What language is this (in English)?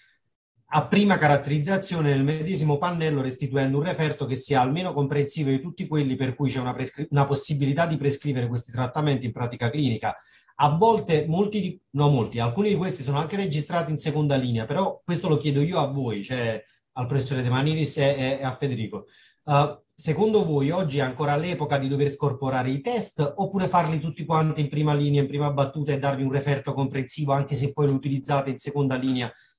Italian